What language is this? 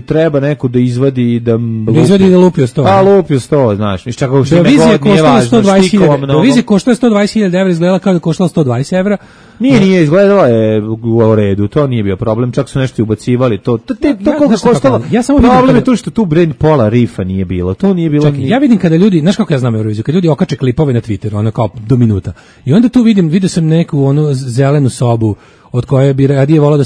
Serbian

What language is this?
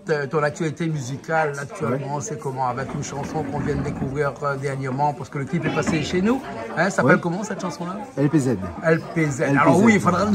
Réunion Creole French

